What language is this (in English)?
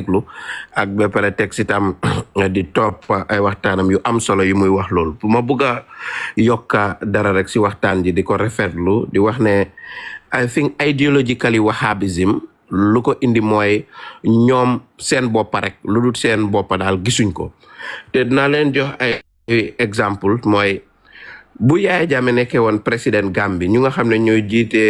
Wolof